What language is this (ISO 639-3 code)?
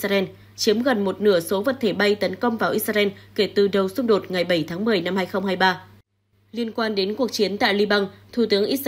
vie